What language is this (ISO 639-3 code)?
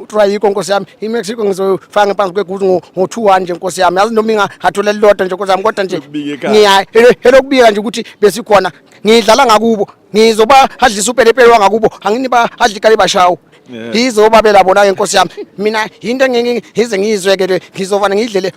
zul